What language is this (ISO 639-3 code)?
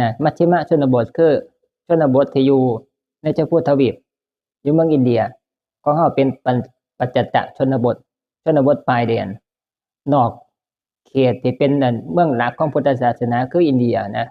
tts